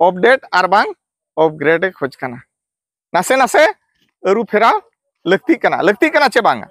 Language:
Santali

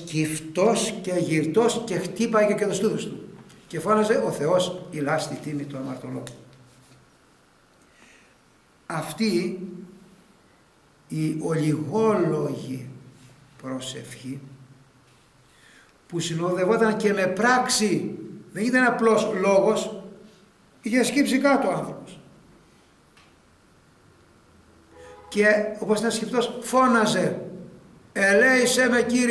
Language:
Greek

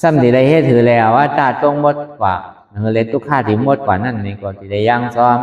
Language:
Shan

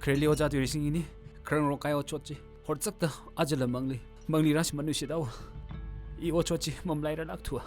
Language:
Tangkhul Naga (India)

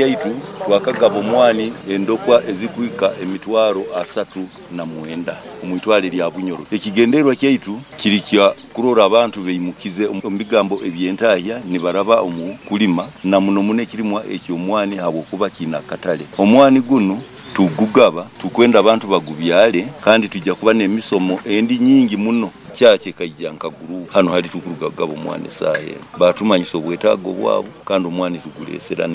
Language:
Nyankole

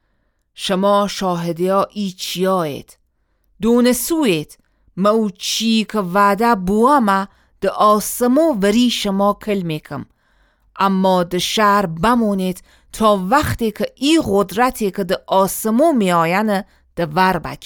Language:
Gilaki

